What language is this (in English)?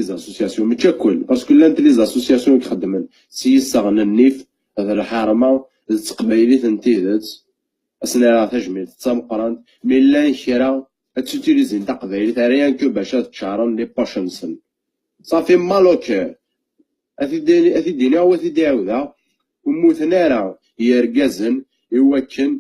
Kabyle